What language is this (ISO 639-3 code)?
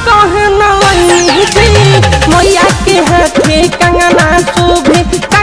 bho